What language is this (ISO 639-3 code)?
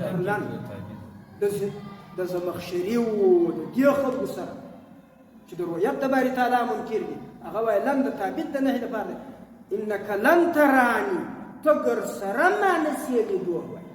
pus